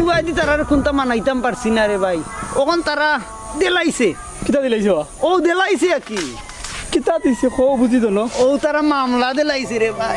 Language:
Sylheti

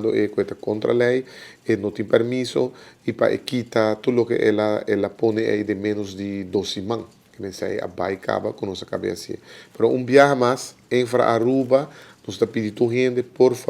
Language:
Papiamento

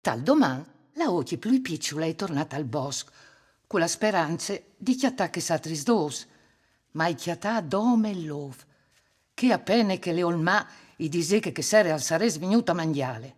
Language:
Friulian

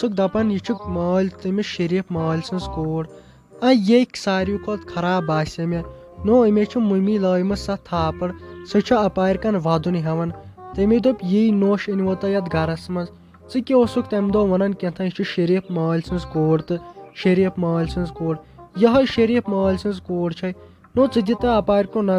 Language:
Kashmiri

